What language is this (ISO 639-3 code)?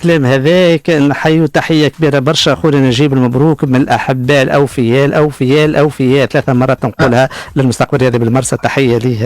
aeb